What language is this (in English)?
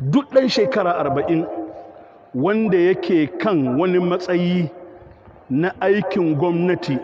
Hausa